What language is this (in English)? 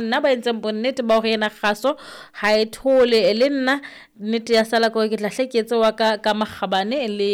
Southern Sotho